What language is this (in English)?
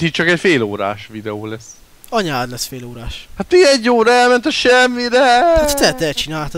Hungarian